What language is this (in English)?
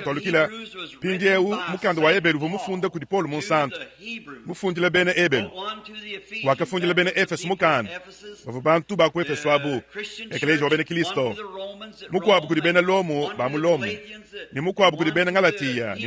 Luba-Lulua